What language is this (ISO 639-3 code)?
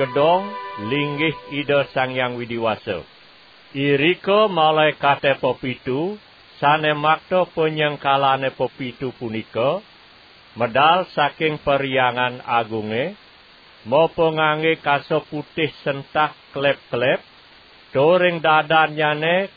ban